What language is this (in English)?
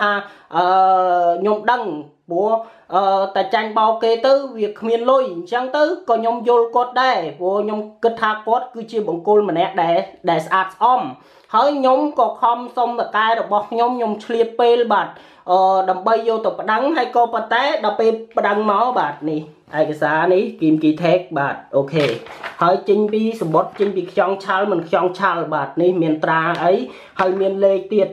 Khmer